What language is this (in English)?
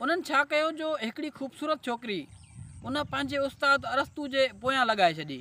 Sindhi